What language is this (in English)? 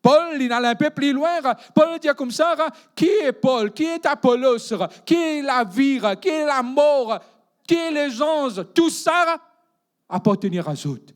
Morisyen